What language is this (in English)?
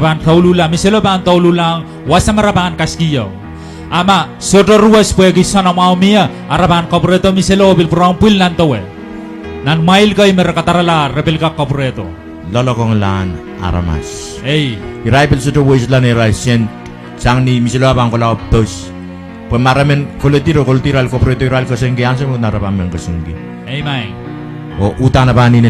Pohnpeian